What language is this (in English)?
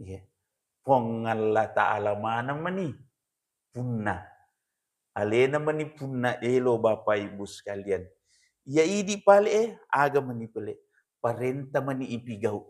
Buginese